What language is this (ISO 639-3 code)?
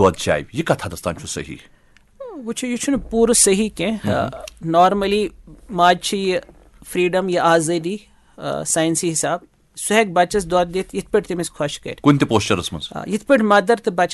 kas